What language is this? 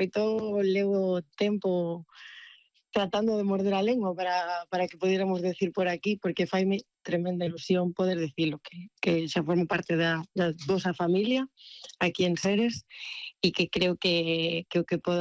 Galician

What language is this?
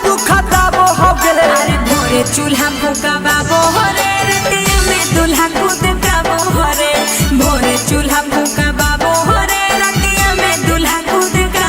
Magahi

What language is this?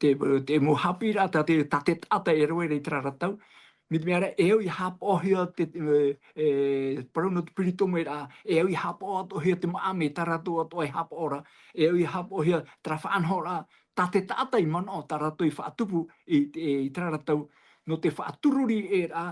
Tahitian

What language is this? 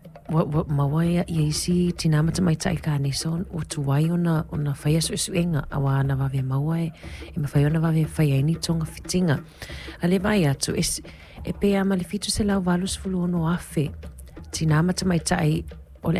Samoan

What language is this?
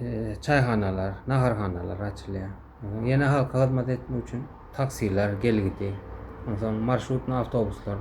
Turkmen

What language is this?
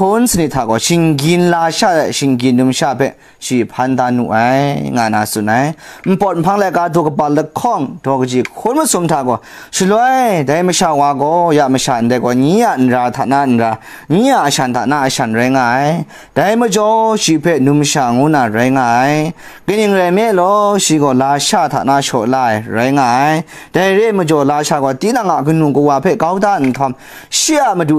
Kachin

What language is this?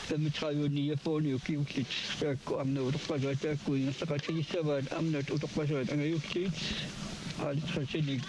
Kalaallisut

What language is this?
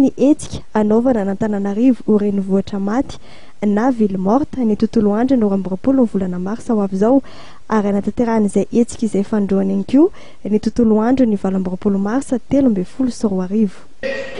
Malagasy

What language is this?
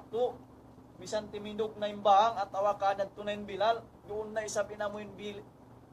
Tausug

